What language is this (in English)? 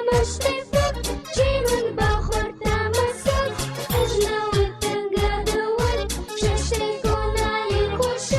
Ossetic